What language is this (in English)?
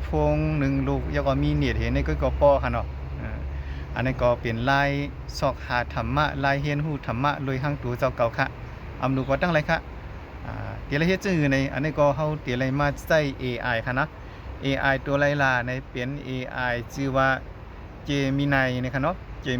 Shan